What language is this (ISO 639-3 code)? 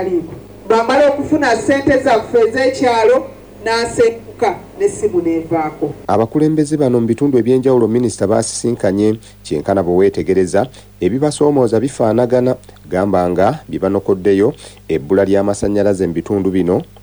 lug